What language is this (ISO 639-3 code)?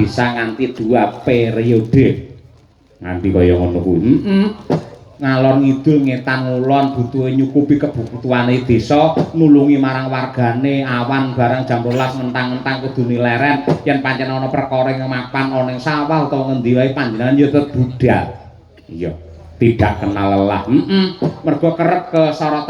jav